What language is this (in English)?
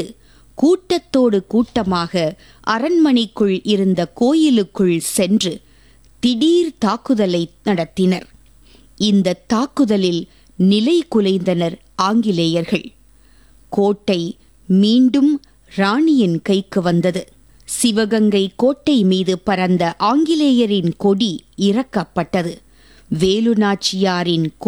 Tamil